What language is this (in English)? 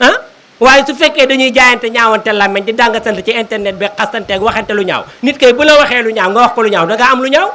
Wolof